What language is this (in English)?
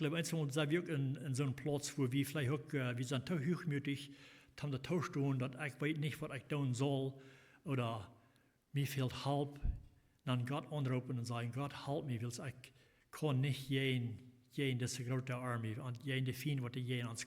Plautdietsch